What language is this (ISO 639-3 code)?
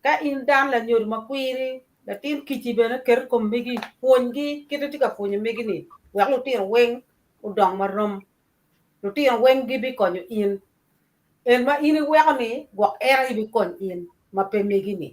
ach